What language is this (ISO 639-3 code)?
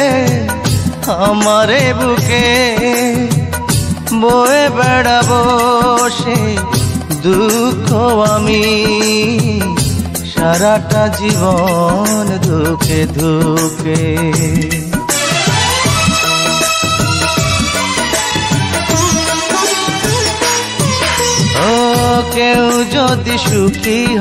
ben